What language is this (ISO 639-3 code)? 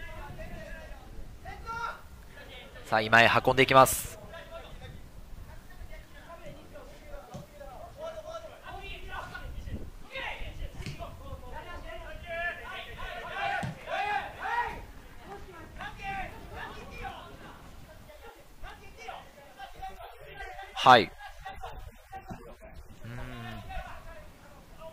jpn